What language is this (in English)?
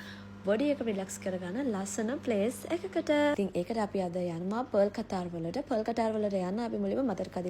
Sinhala